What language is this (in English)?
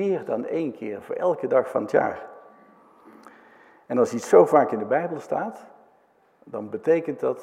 Dutch